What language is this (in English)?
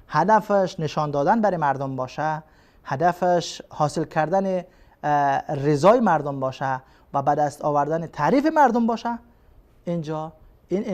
Persian